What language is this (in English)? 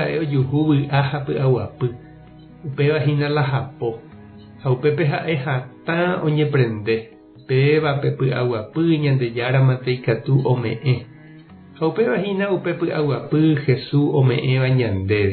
Guarani